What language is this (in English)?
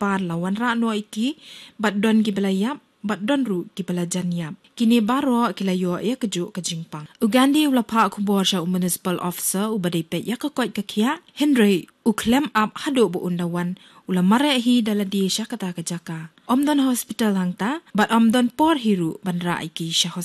Khasi